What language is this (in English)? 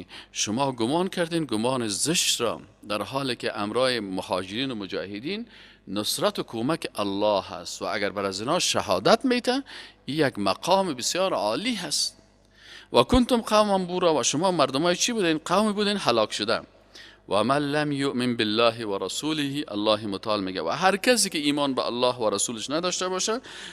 Persian